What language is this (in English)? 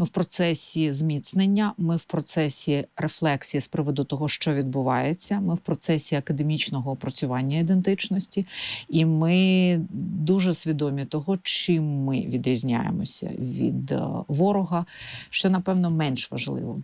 Ukrainian